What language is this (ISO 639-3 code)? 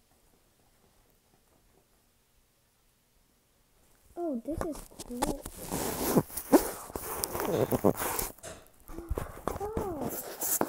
eng